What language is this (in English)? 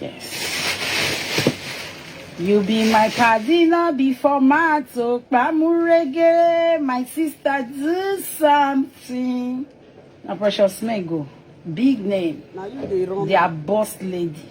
Nigerian Pidgin